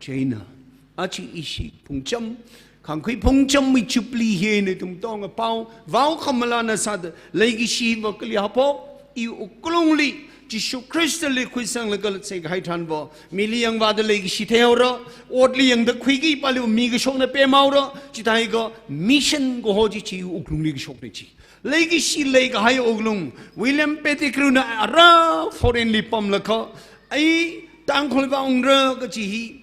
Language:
Tangkhul Naga (India)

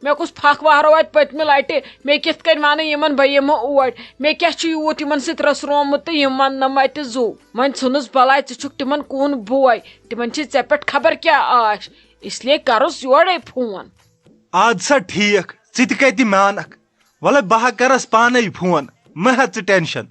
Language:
Kashmiri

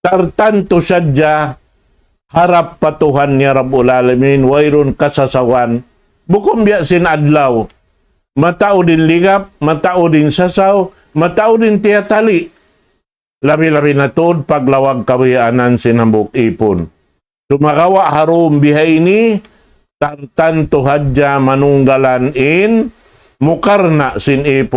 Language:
Tausug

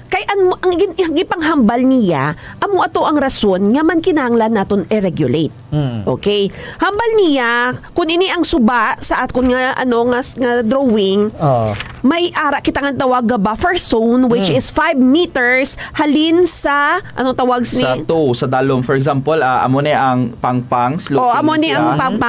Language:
Hiligaynon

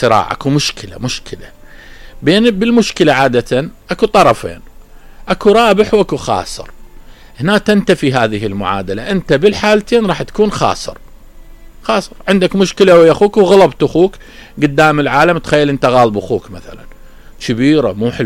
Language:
Mesopotamian Arabic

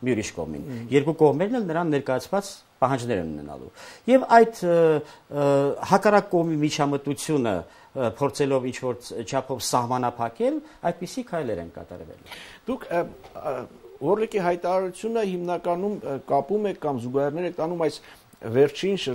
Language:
Armenian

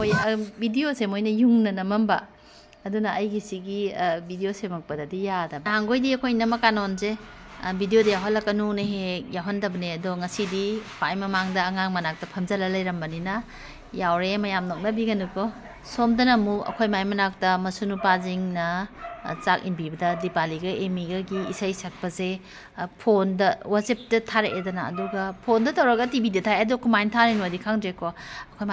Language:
Manipuri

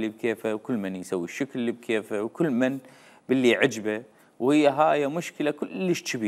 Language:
Mesopotamian Arabic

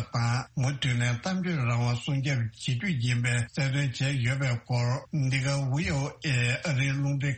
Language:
Tibetan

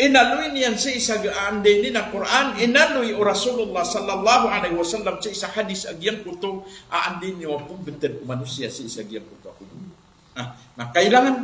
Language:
Maranao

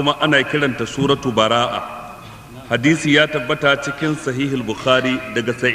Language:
Hausa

